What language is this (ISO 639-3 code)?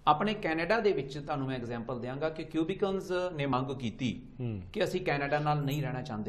pan